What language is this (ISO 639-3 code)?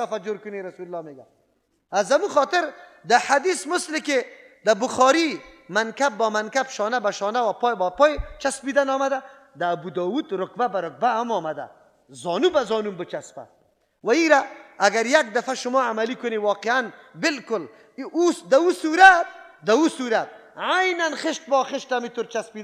fas